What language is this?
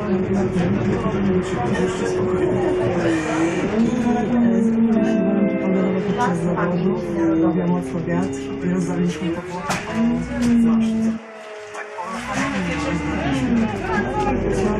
Polish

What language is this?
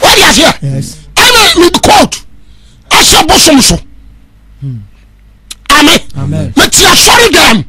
Akan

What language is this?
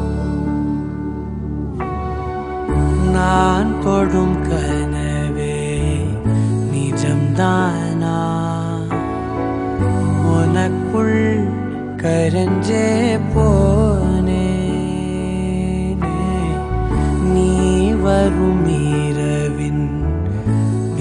Tamil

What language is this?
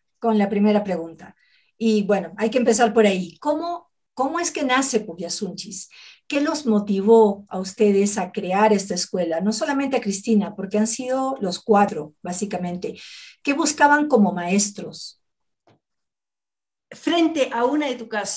Spanish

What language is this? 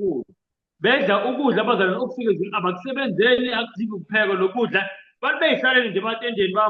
Zulu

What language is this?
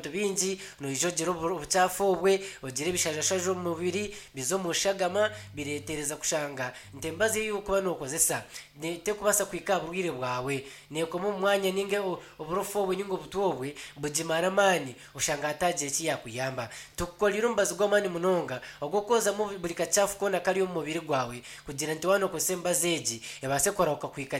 Nyankole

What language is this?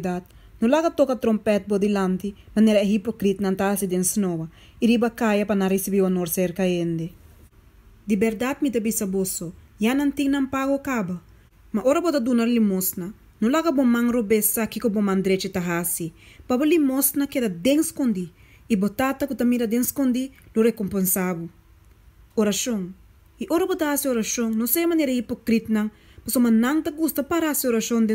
Papiamento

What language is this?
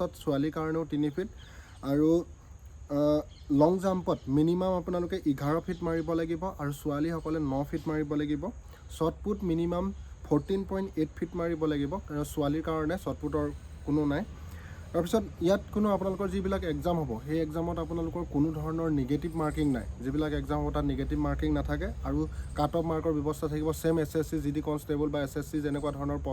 Assamese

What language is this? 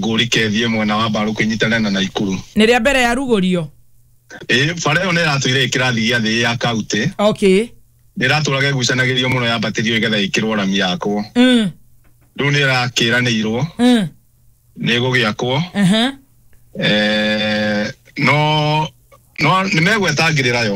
Kikuyu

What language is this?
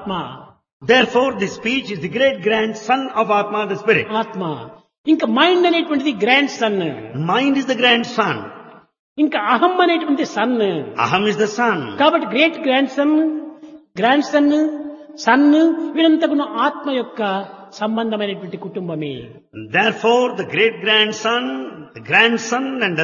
Telugu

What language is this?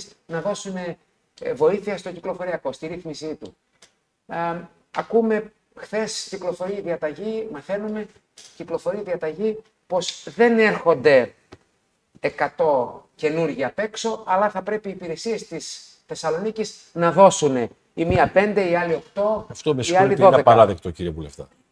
Greek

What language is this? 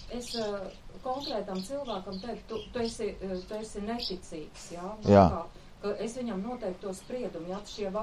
Latvian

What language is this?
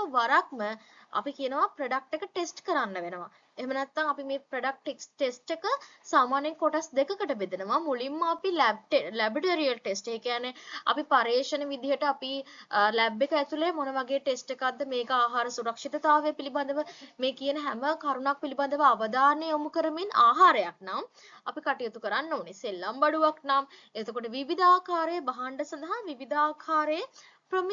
Sinhala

